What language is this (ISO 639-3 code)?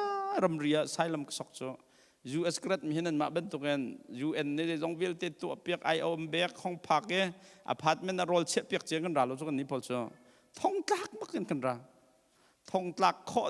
cnh